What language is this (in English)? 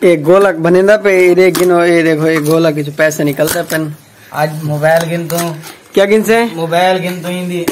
Saraiki